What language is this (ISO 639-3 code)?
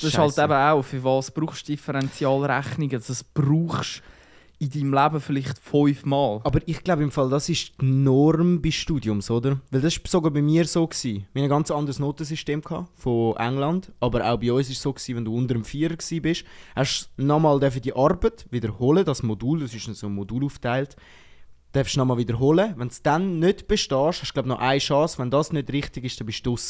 gsw